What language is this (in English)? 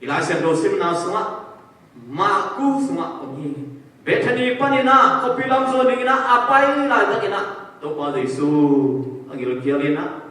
Tedim Chin